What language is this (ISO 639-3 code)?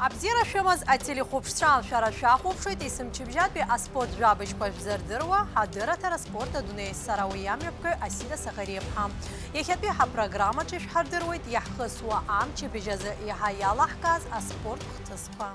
abk